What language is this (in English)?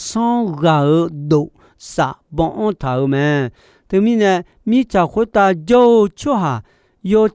Akha